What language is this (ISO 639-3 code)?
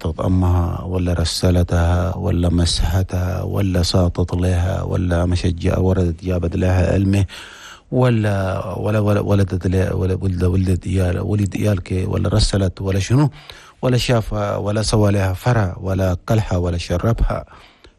shu